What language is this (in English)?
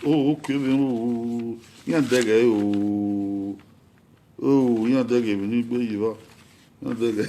Bini